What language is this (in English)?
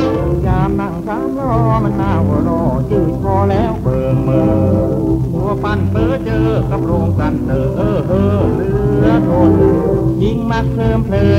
Thai